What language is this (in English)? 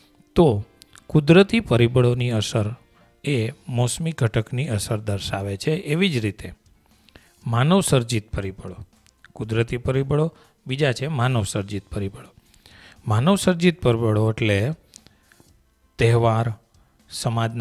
Gujarati